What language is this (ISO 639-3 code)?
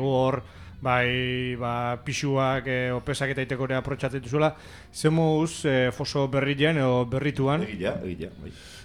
eus